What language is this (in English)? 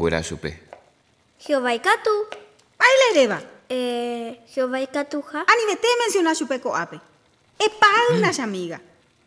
Guarani